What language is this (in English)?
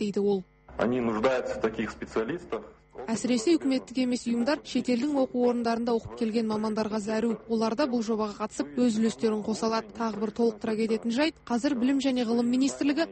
Kazakh